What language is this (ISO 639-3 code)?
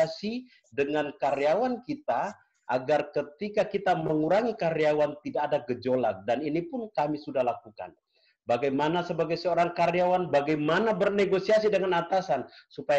ind